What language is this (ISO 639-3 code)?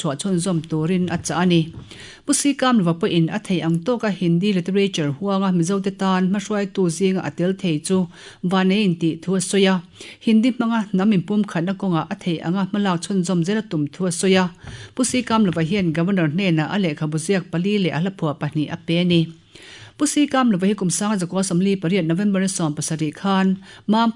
lus